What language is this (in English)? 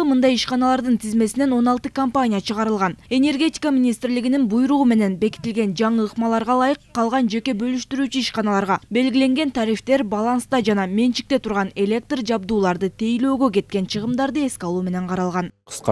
Kyrgyz